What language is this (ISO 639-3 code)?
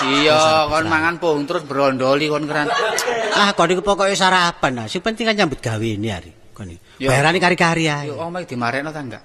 jav